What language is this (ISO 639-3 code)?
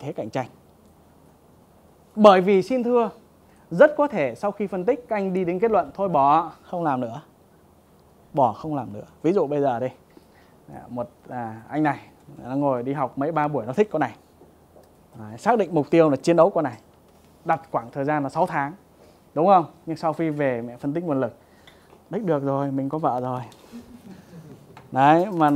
vie